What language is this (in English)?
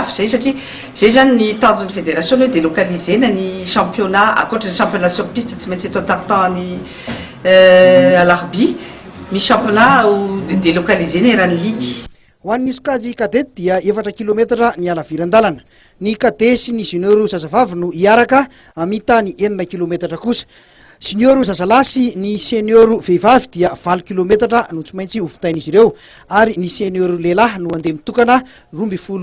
Malagasy